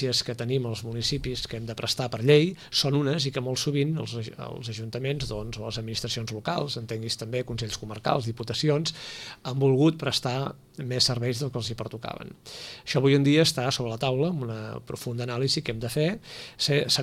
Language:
Catalan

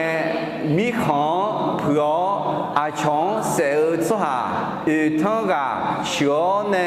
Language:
Akha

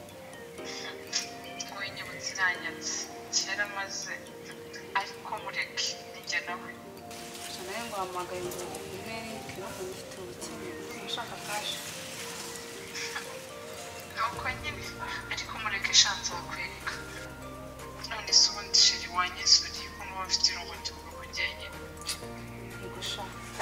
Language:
Kinyarwanda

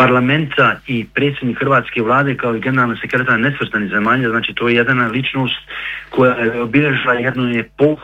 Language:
Bosnian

